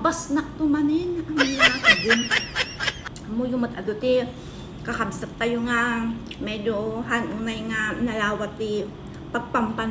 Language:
Iloko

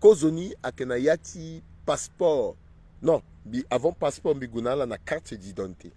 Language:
Sango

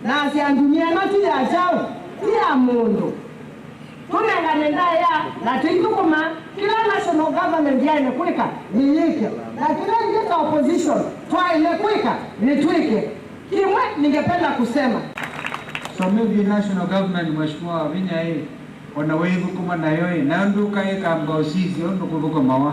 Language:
Kamba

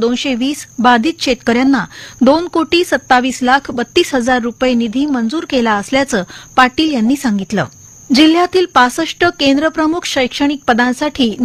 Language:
Marathi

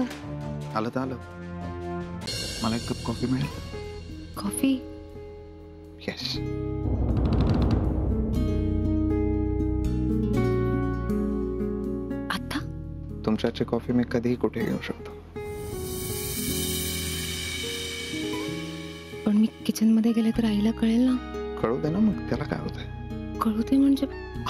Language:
Marathi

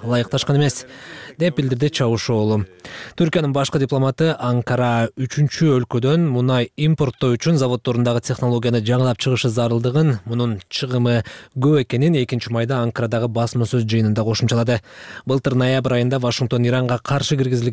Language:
Kyrgyz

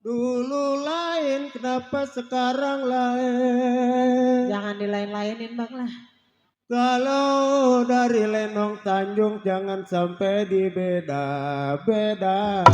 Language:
Betawi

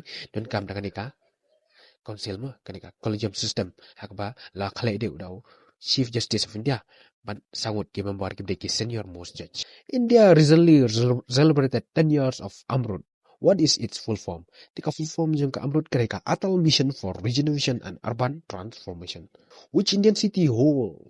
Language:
Khasi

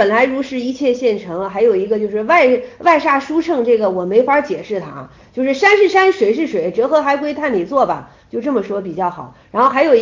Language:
Chinese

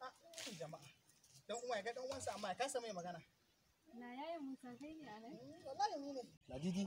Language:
Hausa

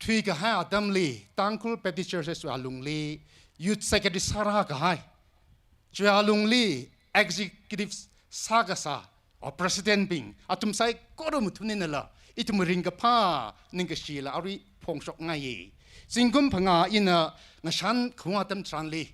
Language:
Tangkhul Naga (India)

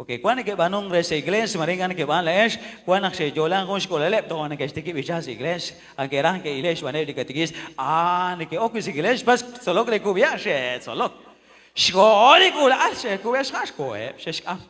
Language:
Kekchí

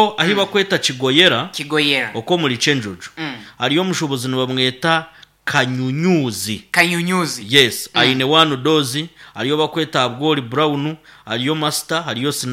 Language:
Nyankole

